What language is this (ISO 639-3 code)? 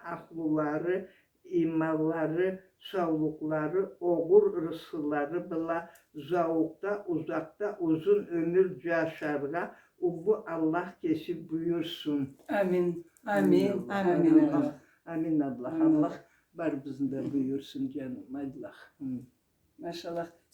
krc